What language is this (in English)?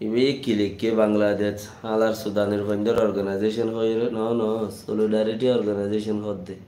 Rohingya